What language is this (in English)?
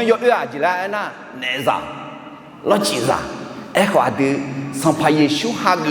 Akha